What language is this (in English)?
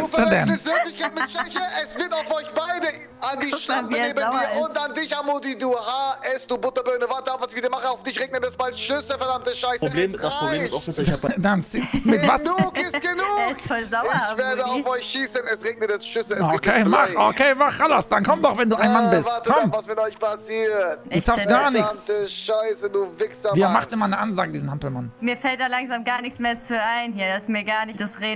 German